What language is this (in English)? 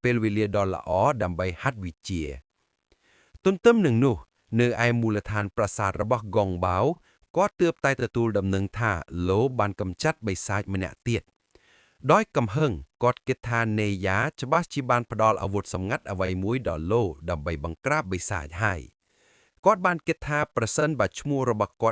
Khmer